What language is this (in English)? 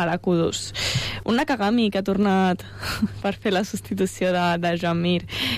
Catalan